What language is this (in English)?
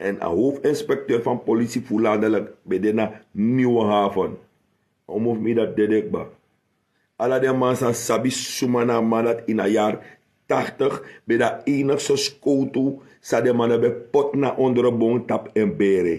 Sranan Tongo